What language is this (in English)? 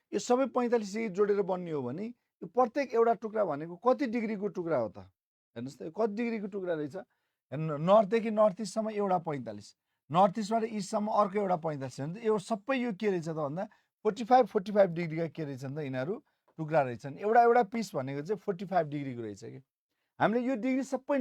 Nepali